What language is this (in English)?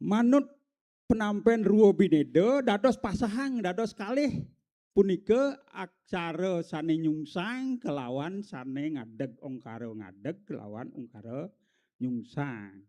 Balinese